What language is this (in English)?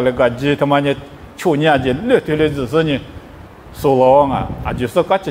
Lisu